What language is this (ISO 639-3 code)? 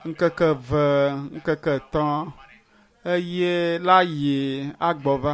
ewe